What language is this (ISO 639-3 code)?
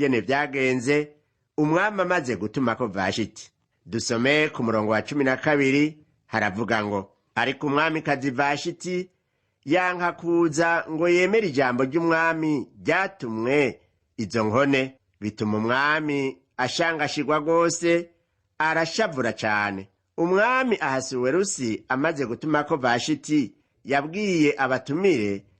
run